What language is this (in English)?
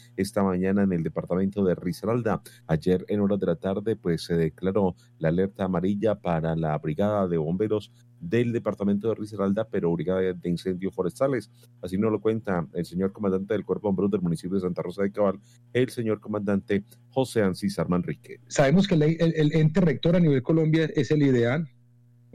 Spanish